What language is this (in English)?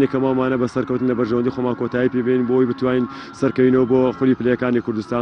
Central Kurdish